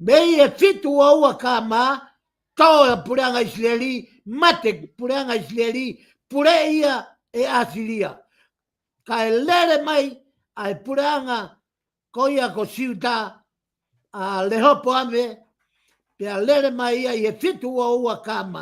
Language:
Tongan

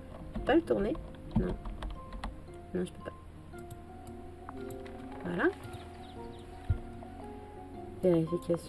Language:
French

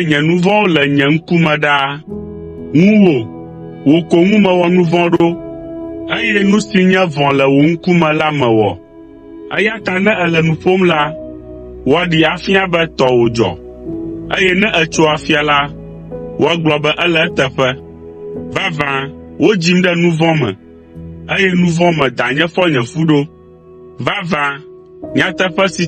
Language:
Ewe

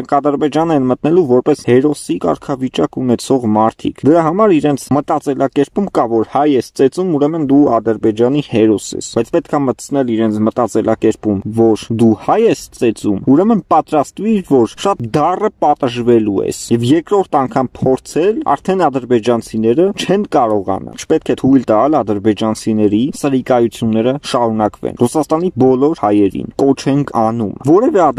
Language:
Armenian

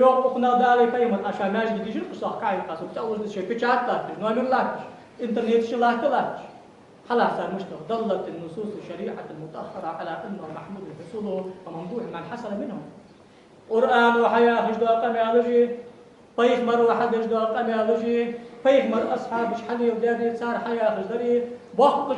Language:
Ingush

